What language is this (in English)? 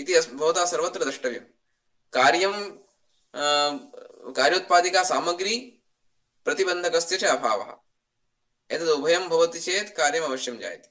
Sanskrit